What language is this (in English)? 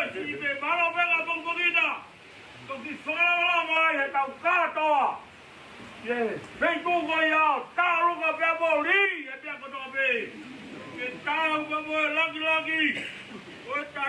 Tongan